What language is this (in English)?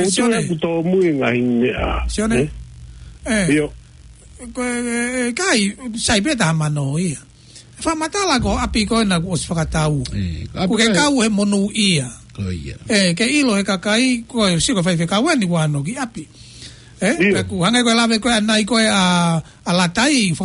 Tongan